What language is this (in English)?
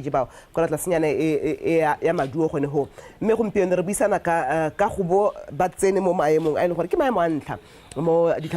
Tswana